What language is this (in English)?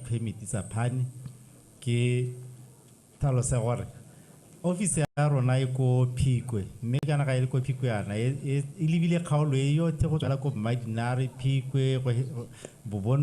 Tswana